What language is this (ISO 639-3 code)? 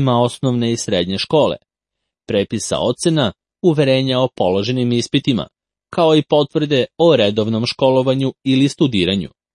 srp